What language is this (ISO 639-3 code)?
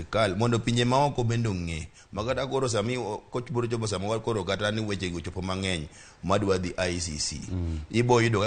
luo